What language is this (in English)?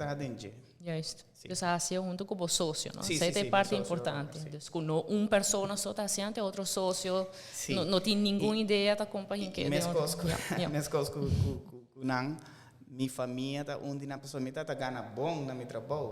Papiamento